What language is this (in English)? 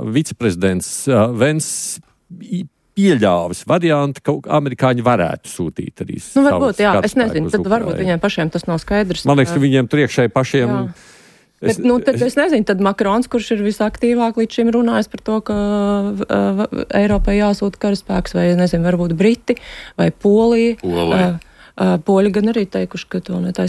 Latvian